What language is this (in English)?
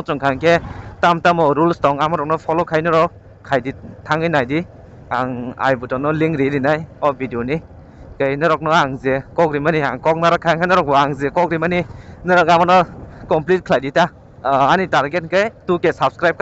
Kok Borok